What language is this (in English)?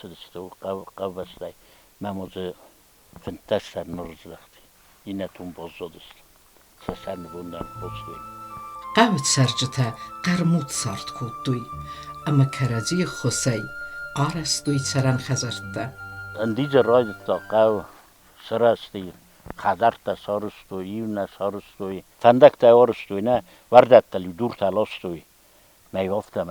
Ossetic